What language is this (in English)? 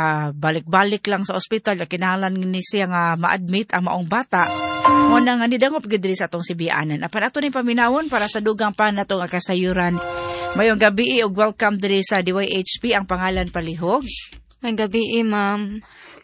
Cebuano